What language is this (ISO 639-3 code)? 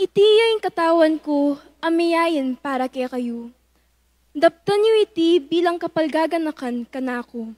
pam